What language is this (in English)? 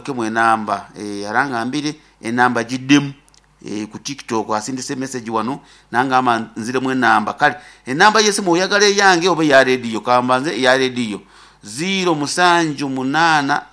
Nyankole